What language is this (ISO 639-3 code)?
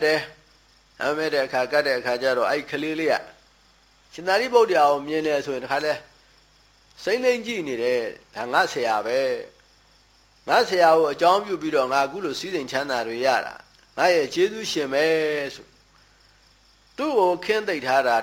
mya